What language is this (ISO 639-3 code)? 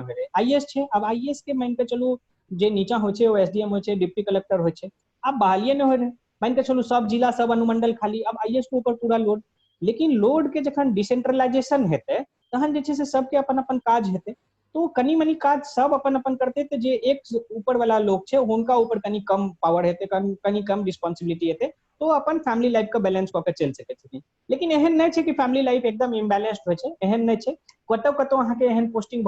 mai